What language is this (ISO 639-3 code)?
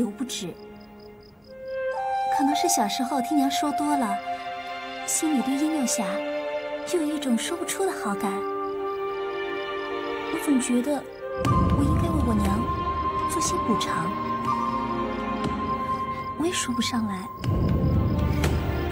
zho